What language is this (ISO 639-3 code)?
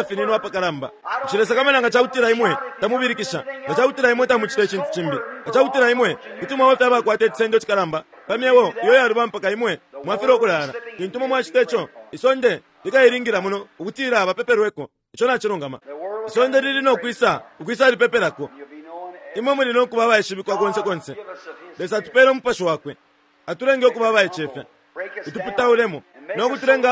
bem